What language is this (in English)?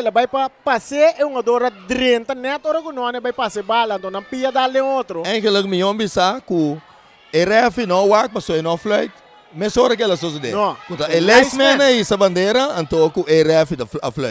Papiamento